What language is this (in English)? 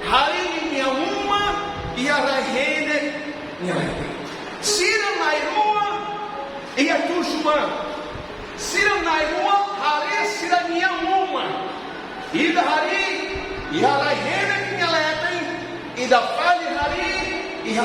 Tetum